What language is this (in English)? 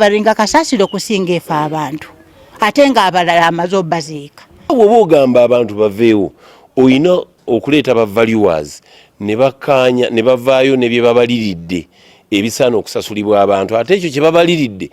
Ganda